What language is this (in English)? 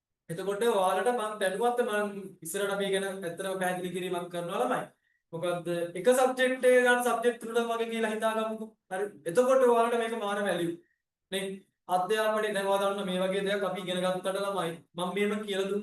Sinhala